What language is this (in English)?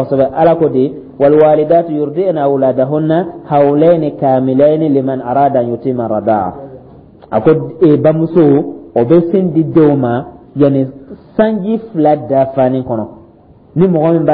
Dyula